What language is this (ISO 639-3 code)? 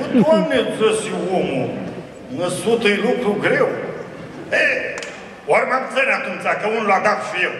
rup